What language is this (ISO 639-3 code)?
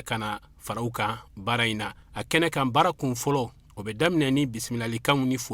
bam